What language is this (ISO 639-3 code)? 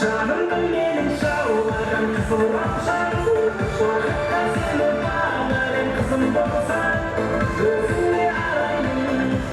kaa